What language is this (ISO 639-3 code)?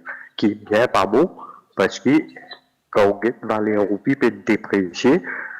mfe